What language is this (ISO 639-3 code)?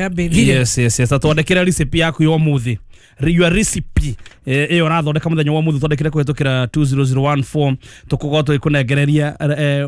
kik